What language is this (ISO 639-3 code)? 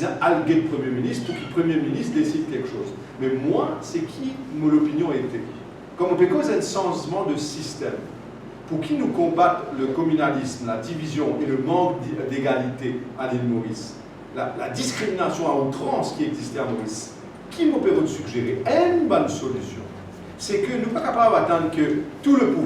mfe